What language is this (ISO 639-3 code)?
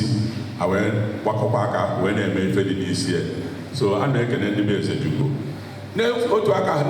ibo